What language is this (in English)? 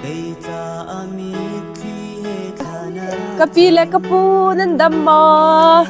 Hakha Chin